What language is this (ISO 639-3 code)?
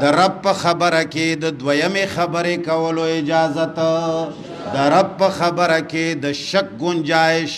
pus